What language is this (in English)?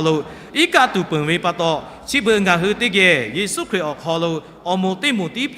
Lahu